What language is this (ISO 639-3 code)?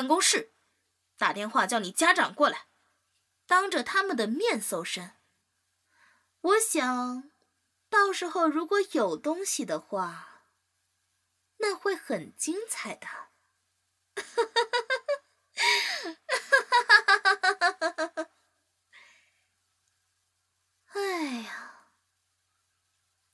zho